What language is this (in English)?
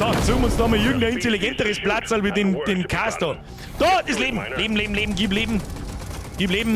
Bavarian